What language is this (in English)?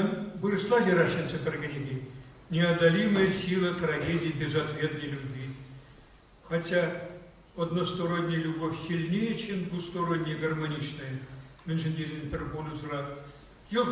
Chuvash